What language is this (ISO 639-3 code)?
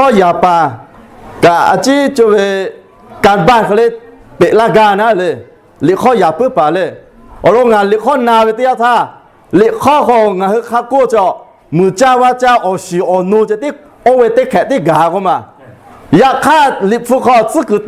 lhu